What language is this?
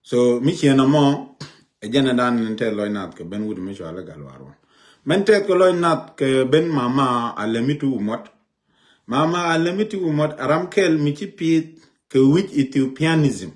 Nuer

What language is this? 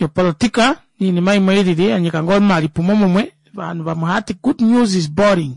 Kuanyama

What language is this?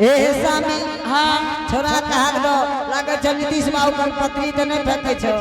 Angika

